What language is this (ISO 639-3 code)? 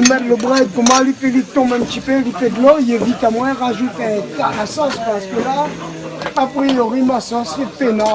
rcf